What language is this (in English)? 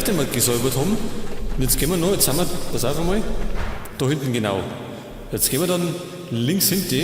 Bavarian